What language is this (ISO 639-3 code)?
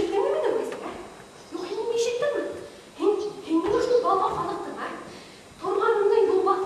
bak